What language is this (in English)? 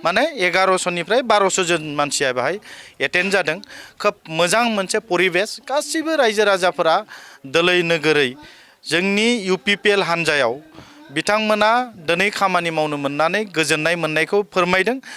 Bodo